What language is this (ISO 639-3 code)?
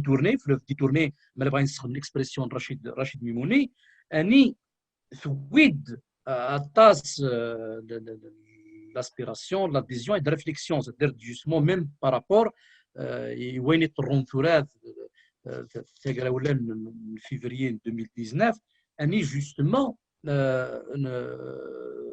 kab